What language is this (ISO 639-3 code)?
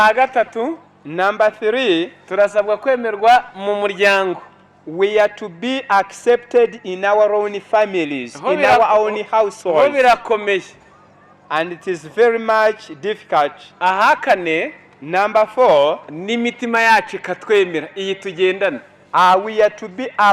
kin